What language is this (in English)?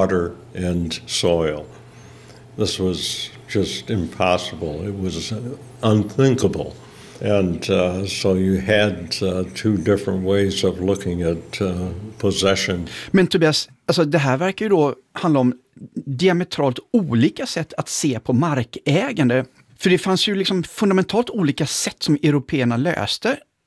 Swedish